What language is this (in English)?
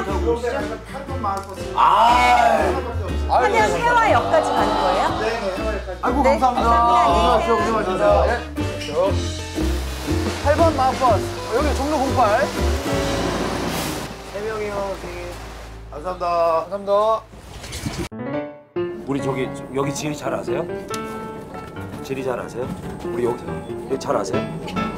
Korean